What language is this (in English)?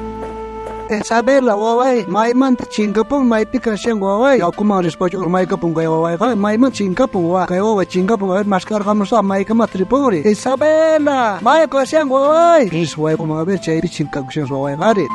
South Bolivian Quechua